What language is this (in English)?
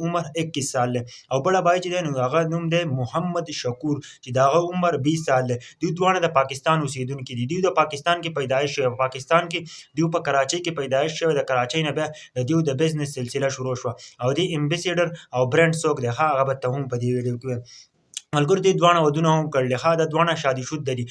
Pashto